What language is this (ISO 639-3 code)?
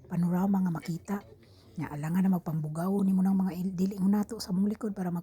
ceb